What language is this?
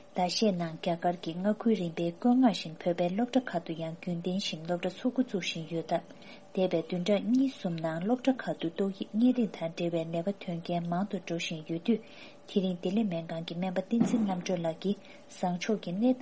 Tibetan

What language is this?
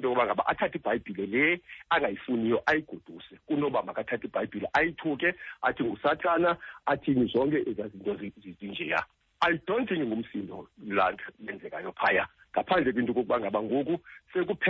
Xhosa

